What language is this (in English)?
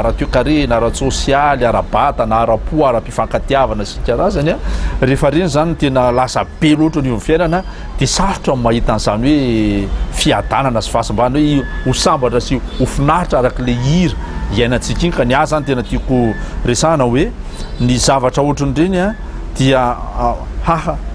Malagasy